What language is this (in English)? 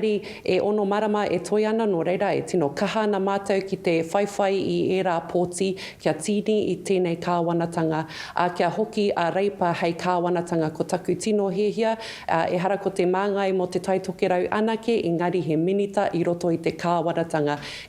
Māori